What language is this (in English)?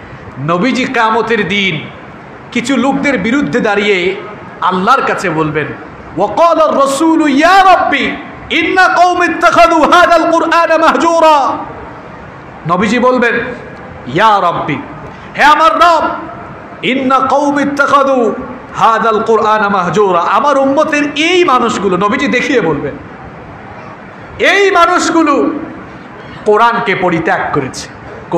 Bangla